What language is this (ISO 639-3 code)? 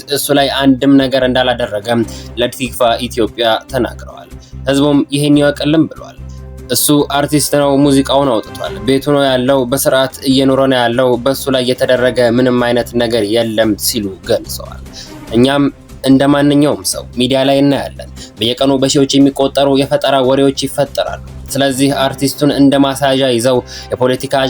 amh